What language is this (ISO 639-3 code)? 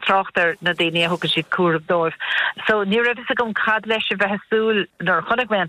gle